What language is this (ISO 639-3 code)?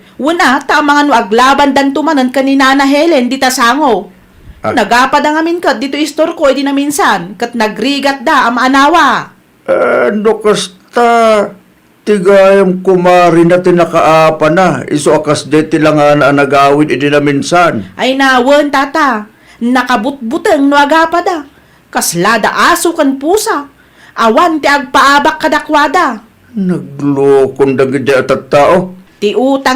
ilo